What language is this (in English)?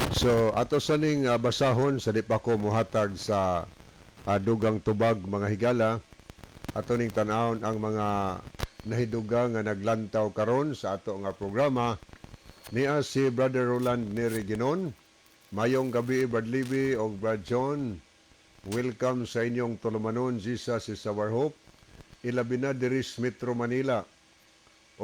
Cebuano